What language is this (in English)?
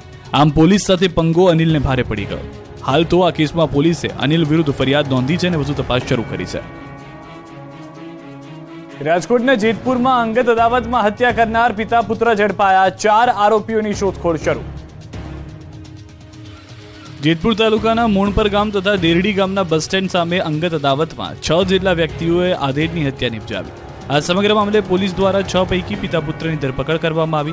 Gujarati